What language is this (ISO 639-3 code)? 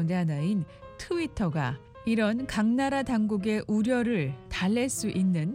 kor